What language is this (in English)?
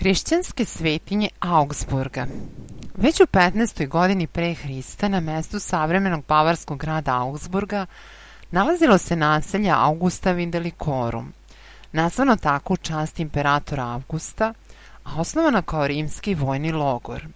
Serbian